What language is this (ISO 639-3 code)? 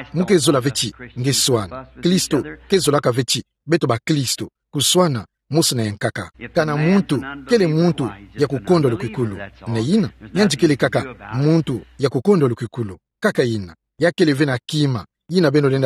ktu